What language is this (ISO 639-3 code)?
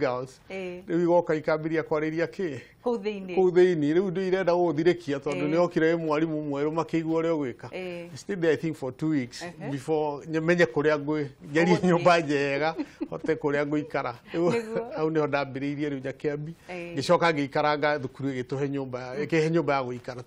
kik